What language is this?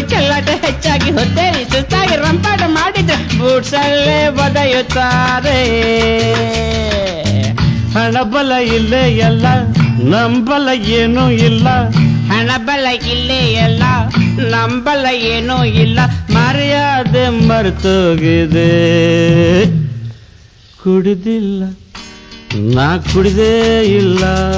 Kannada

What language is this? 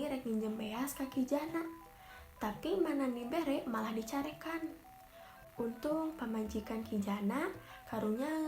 Sundanese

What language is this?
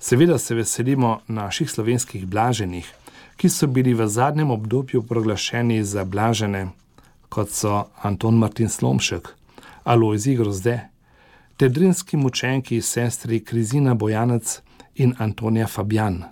Slovenian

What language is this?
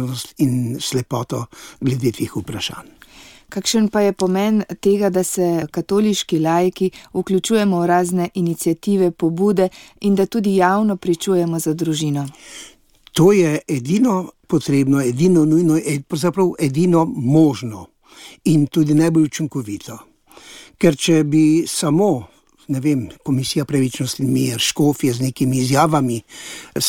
Slovenian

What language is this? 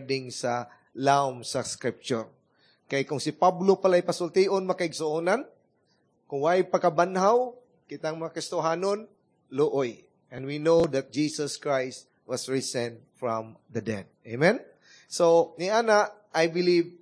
Cebuano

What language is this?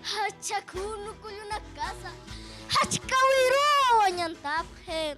Aymara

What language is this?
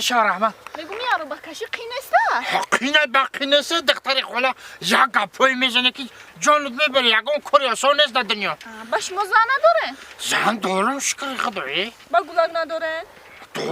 Tajik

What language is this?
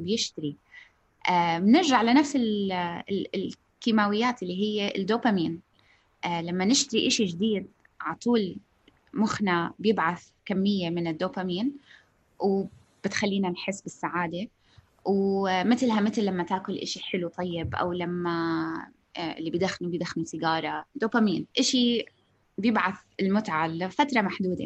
North Levantine Arabic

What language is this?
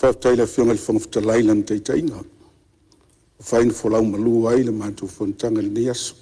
Samoan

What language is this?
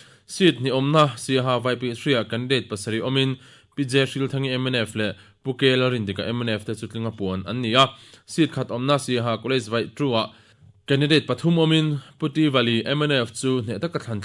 Mizo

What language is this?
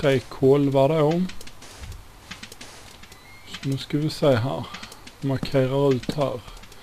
Swedish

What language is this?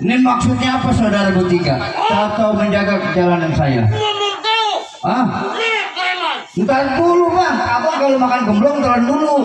Betawi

